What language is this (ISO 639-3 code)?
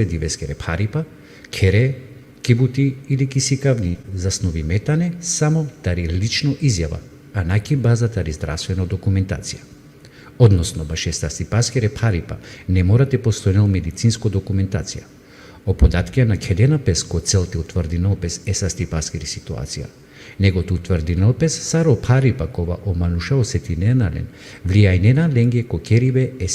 rmn